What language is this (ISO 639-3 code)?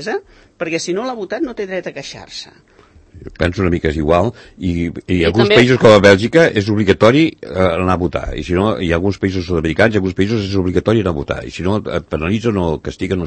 cat